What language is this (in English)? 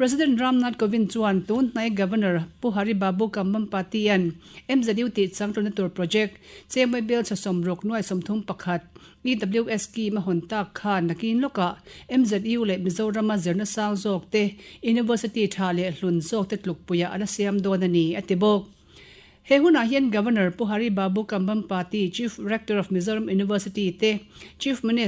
Mizo